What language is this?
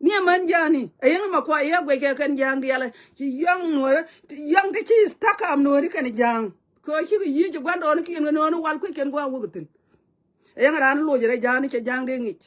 Nuer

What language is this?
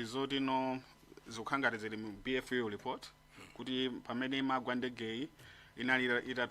Nyanja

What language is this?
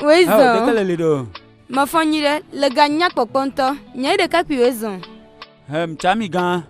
Ewe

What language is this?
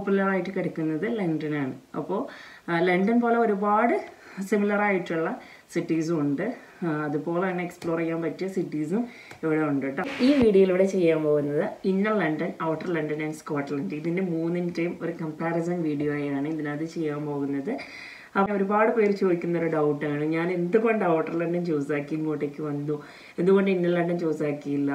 Malayalam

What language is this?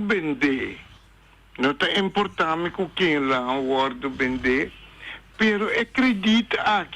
Papiamento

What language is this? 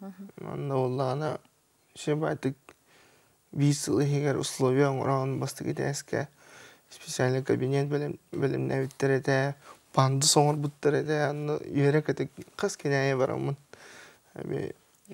Yakut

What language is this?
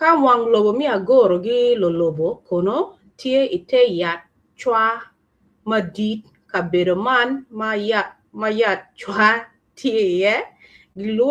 Acoli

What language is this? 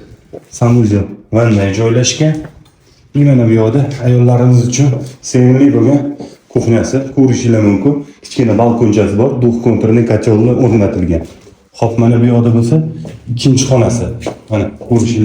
Uzbek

